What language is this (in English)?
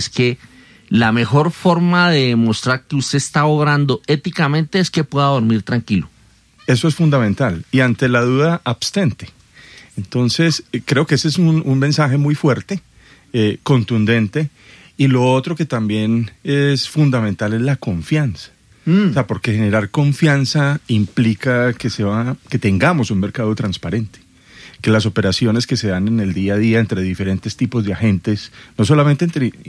Spanish